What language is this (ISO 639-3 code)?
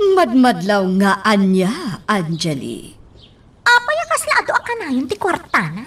ilo